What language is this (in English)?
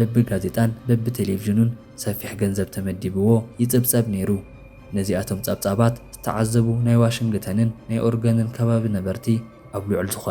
Tigrinya